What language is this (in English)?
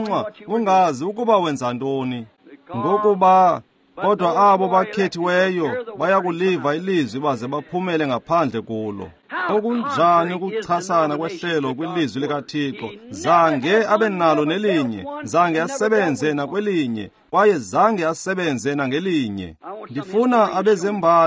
Xhosa